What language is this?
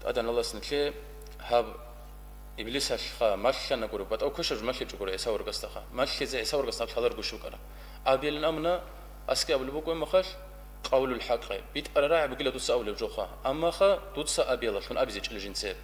Avaric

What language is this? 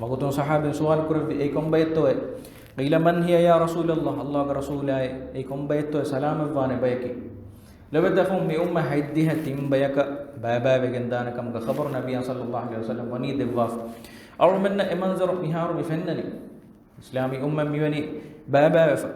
Divehi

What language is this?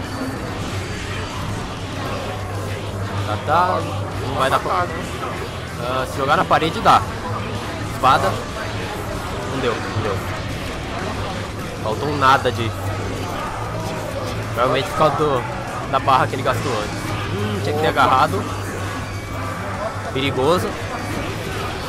Portuguese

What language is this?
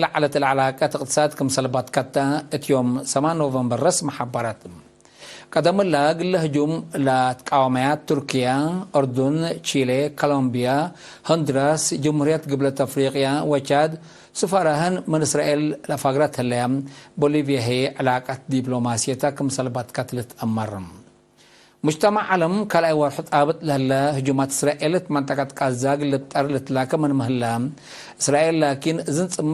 Tigre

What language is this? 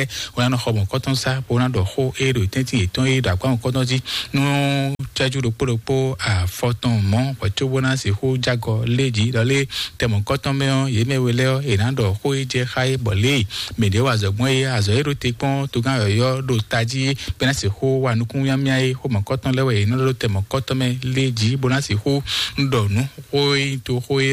Fon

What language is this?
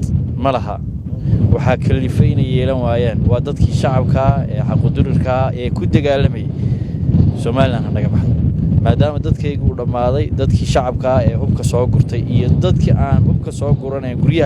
Somali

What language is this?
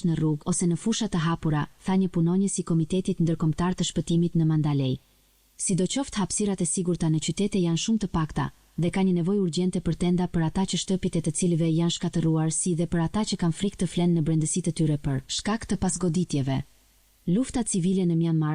Albanian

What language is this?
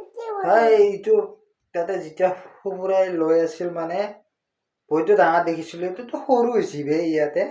Assamese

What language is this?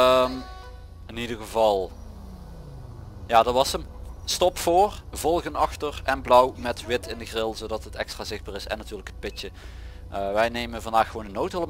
Dutch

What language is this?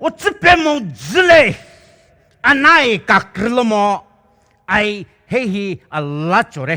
Poumei Naga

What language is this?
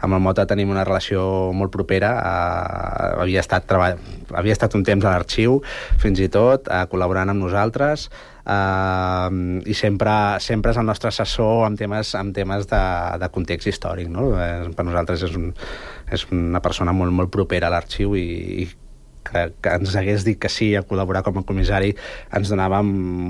Catalan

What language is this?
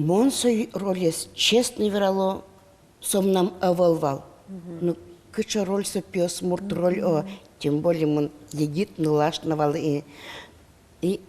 Udmurt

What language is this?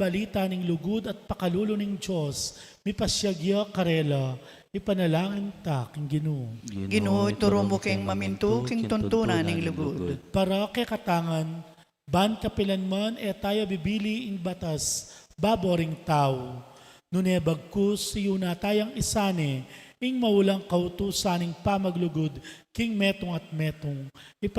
Pampanga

